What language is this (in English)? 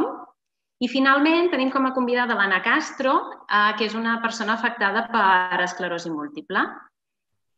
Catalan